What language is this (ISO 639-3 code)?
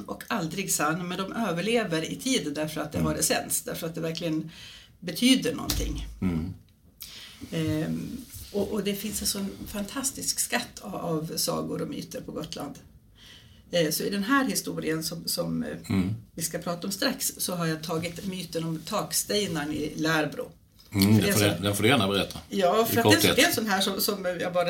swe